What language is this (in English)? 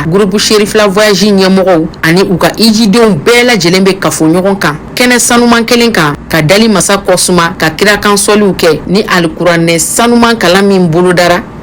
Bambara